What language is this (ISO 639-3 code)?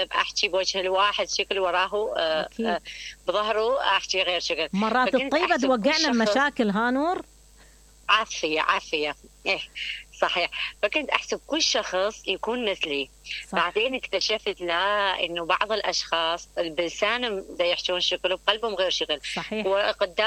acm